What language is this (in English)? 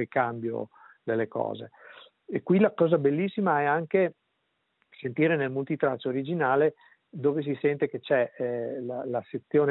Italian